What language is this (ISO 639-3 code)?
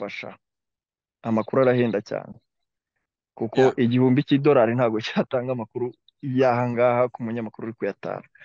kin